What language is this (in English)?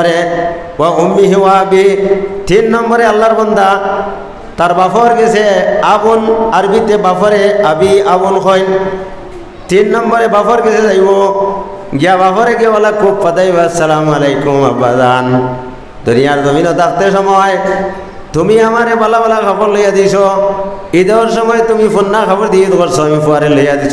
Sylheti